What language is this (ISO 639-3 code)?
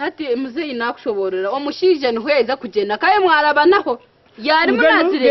nyn